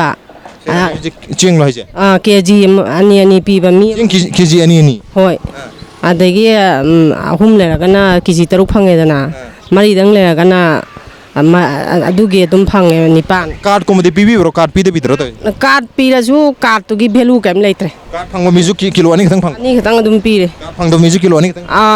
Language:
Manipuri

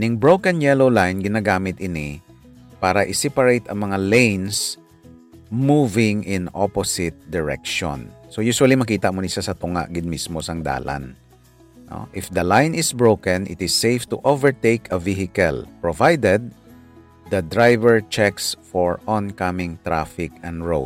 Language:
Hiligaynon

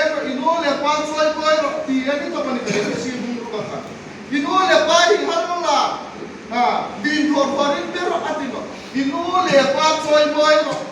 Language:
Hmar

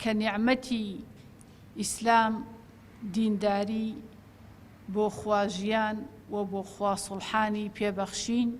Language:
Central Kurdish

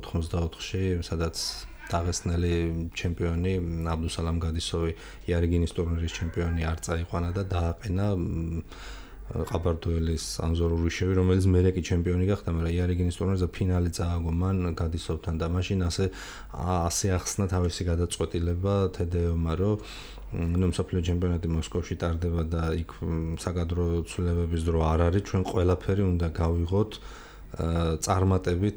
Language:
Georgian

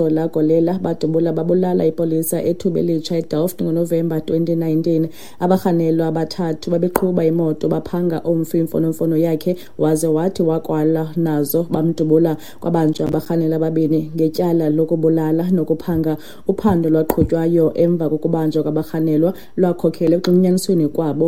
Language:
Xhosa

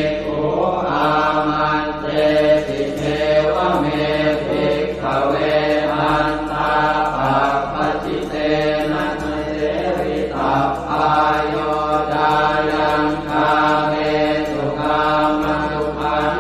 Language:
Pali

